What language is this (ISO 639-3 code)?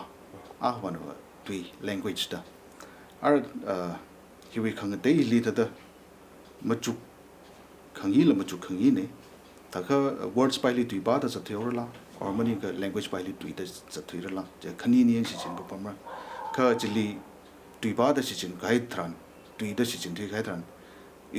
nmf